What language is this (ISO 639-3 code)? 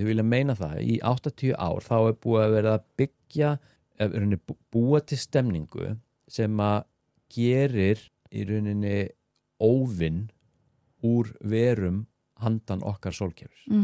isl